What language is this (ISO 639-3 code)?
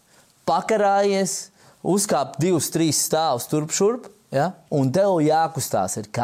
lav